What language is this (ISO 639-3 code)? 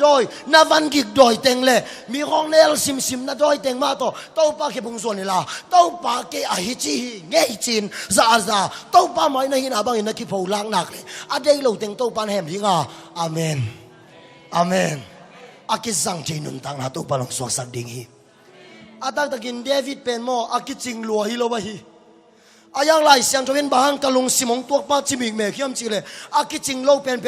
ctd